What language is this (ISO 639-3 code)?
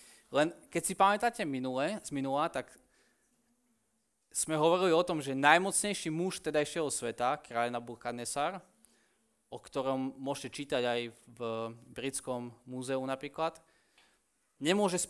slk